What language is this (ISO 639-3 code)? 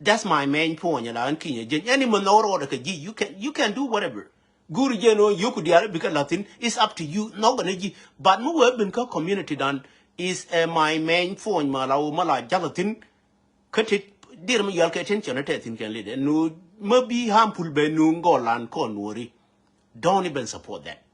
nus